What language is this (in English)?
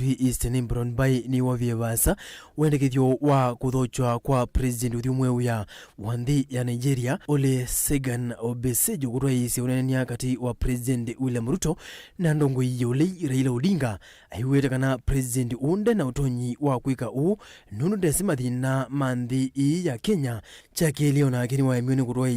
Kamba